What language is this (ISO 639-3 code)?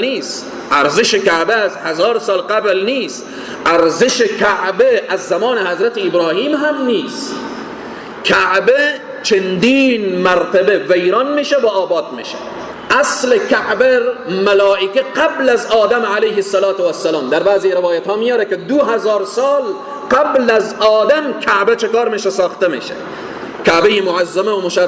fas